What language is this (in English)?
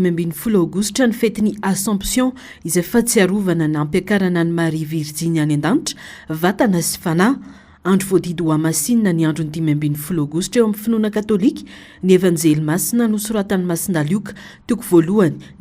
Malagasy